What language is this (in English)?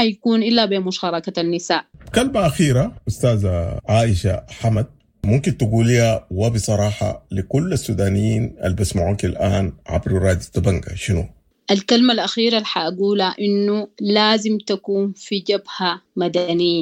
Sudanese Arabic